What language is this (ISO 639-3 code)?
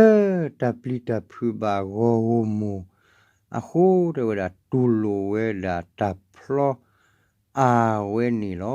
ksw